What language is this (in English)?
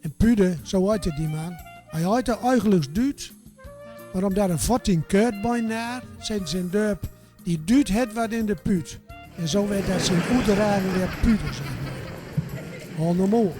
Gronings